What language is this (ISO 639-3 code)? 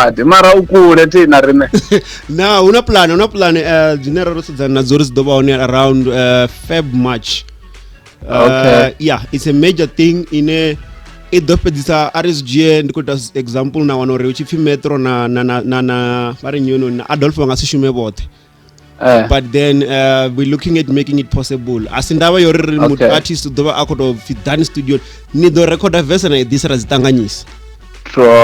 ven